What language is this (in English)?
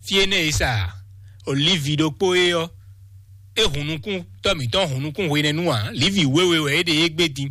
Fon